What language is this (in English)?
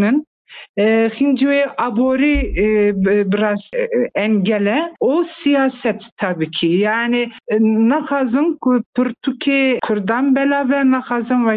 Kurdish